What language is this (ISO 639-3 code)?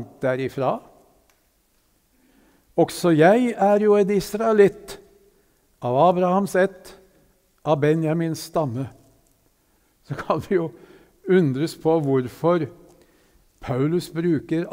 nor